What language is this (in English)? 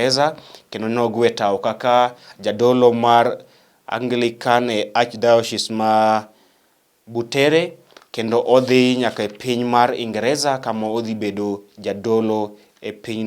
Luo (Kenya and Tanzania)